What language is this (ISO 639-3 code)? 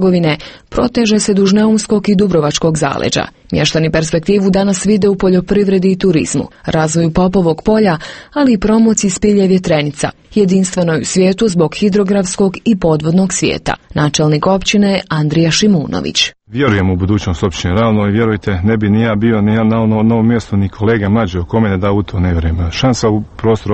hrv